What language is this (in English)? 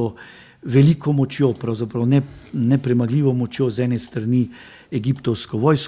Slovenian